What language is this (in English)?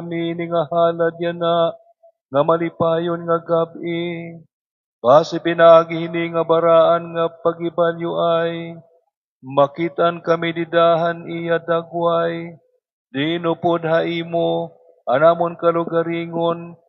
Waray